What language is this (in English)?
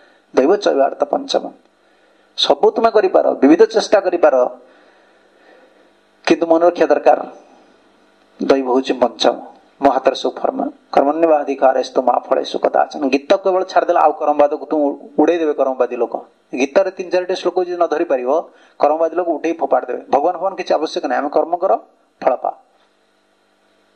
Odia